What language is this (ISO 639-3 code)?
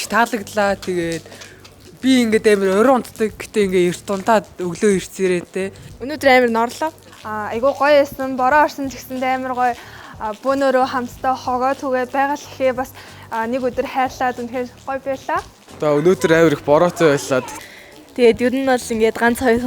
mon